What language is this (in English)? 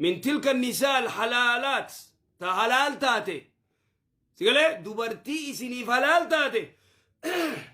Oromo